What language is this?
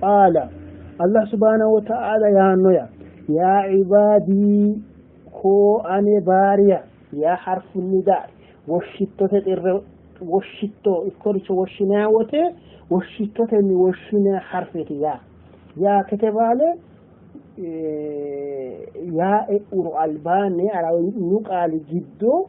Sidamo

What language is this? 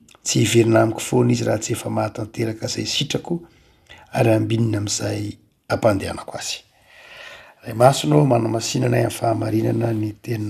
Malagasy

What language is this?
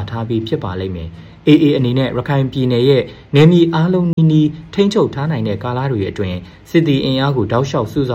Burmese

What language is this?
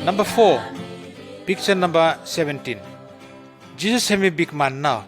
Pijin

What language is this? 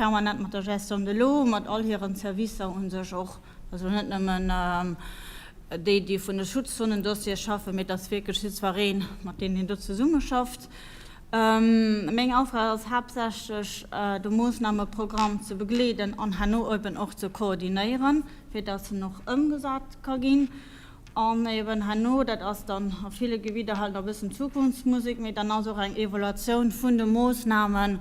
Luxembourgish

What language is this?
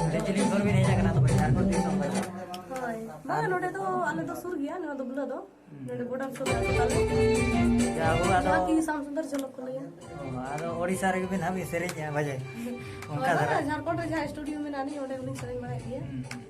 Santali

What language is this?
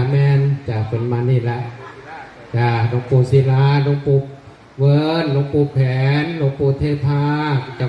Northeastern Thai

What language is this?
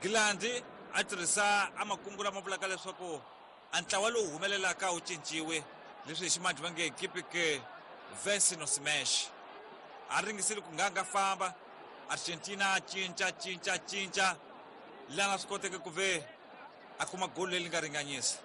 Tsonga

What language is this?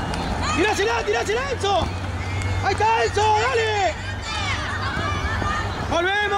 Spanish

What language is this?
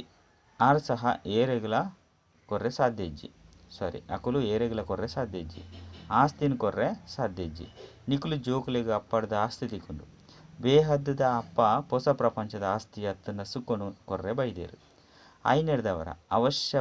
Tulu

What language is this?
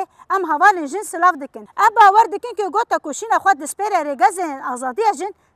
Kurdish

